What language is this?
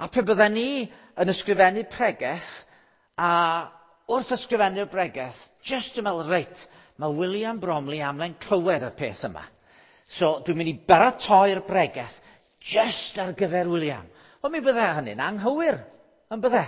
Welsh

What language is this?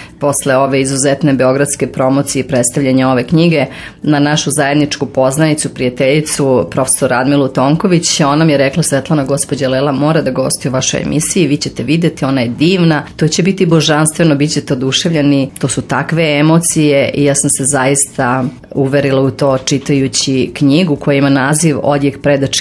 Serbian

